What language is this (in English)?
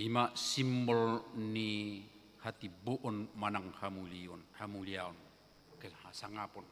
Batak Toba